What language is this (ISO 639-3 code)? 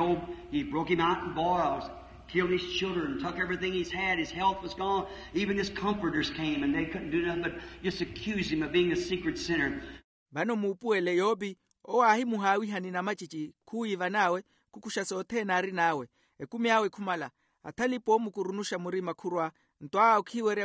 vmw